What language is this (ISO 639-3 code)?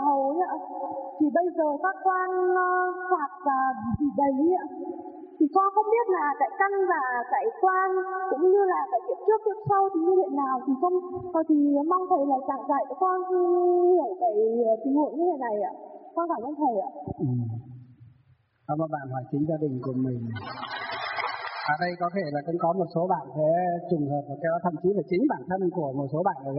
vie